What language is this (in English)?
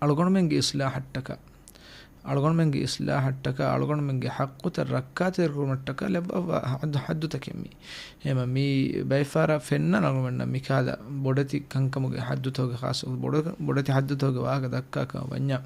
Divehi